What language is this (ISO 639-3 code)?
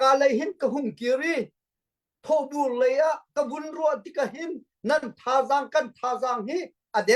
cnh